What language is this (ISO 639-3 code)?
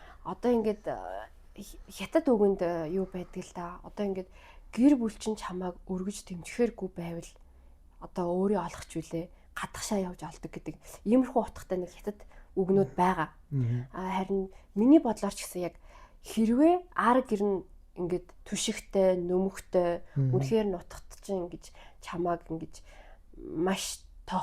mon